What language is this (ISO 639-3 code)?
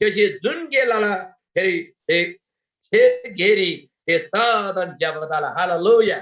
taj